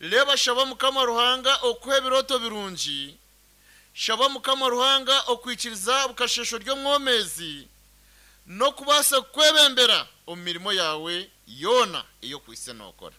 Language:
Nyankole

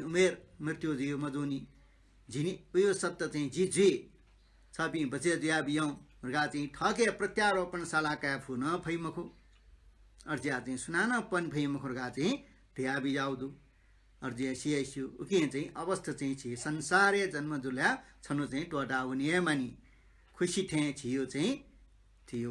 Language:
Newari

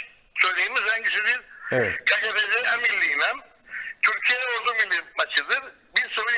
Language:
Turkish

